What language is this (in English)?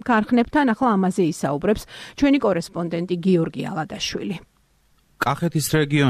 Georgian